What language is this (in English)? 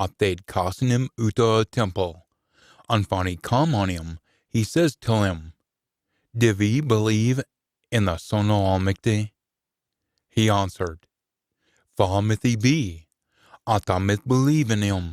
Scots